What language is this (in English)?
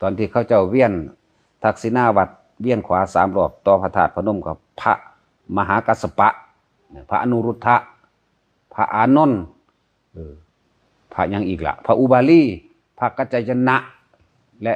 Northeastern Thai